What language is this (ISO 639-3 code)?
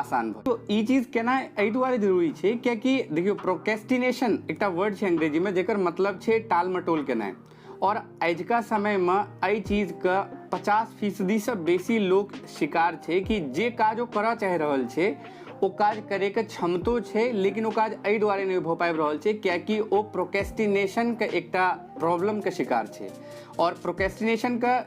mai